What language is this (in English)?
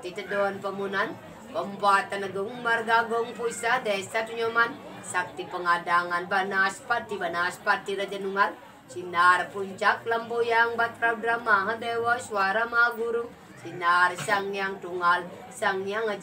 Balinese